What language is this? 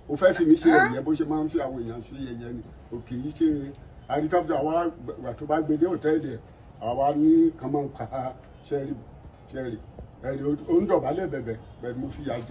Yoruba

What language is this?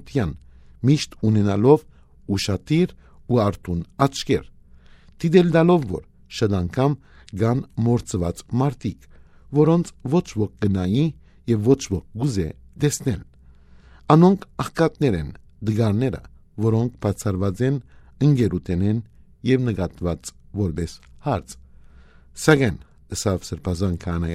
Western Armenian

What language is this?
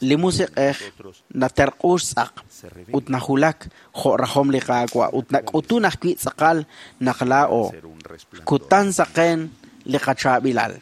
Kekchí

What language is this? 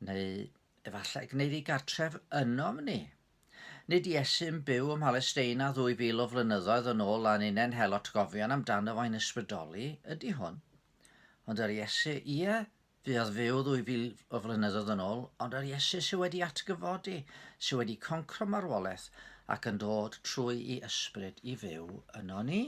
Welsh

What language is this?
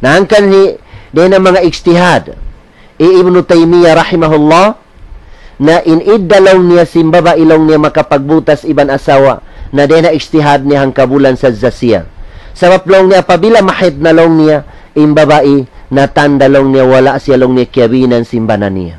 Tausug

